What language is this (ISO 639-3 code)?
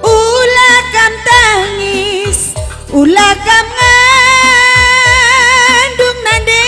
btx